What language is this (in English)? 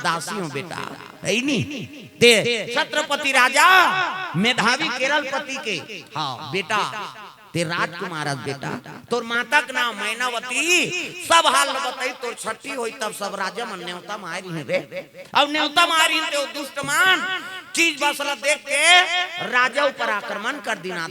Chhattisgarhi